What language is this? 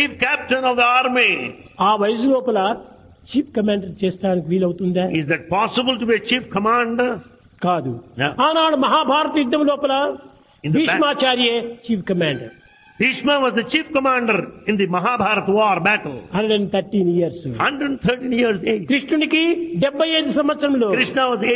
Telugu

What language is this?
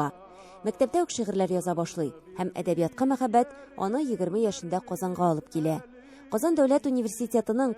Tatar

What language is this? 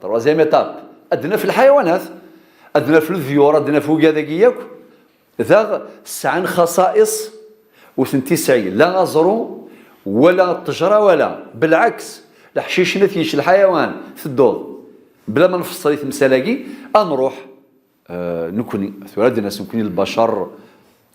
Kabyle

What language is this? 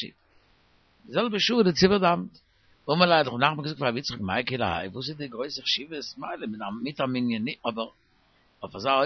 Yiddish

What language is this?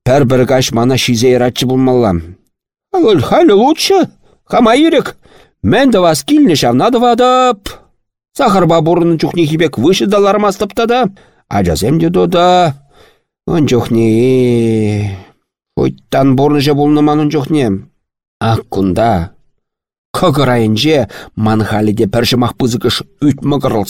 Chuvash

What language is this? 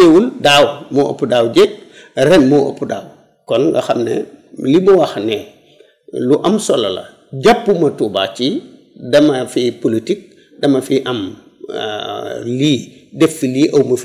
Wolof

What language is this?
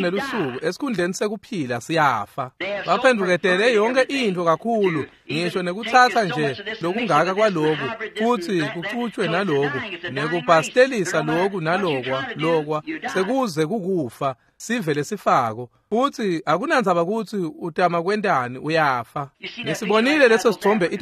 Swati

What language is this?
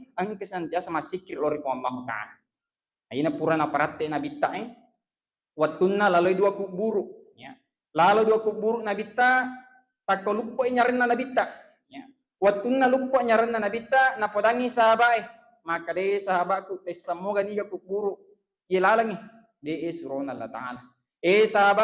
Buginese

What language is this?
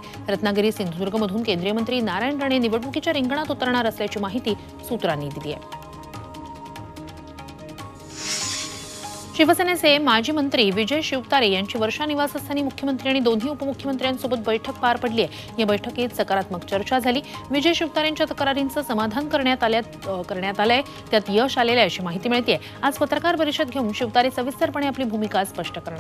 Marathi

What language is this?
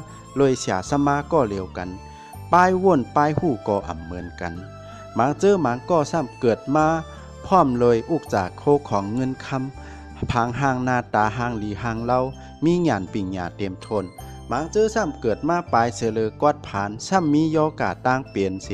Shan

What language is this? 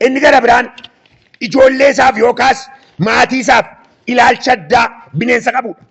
Oromo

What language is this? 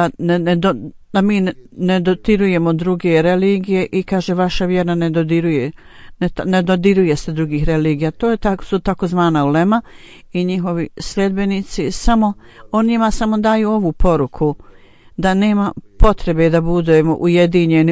Bosnian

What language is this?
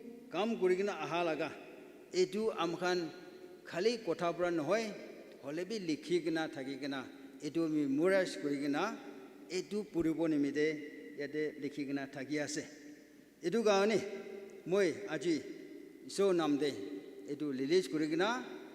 Naga Pidgin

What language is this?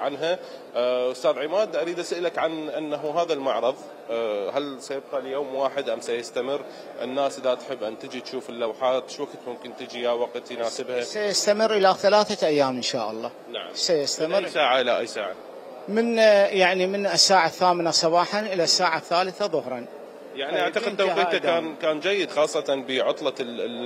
Mesopotamian Arabic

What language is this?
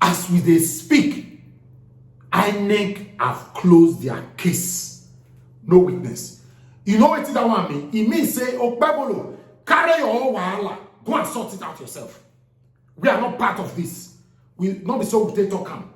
Nigerian Pidgin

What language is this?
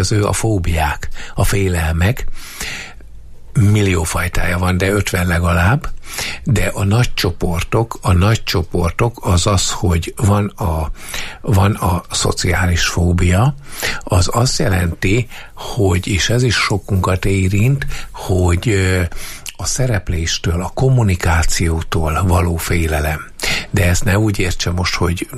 Hungarian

